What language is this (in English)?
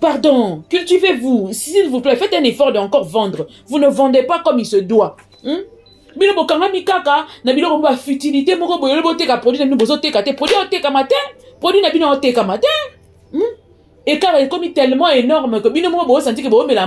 Lingala